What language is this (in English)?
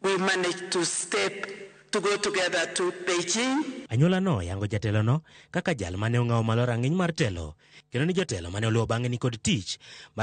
Luo (Kenya and Tanzania)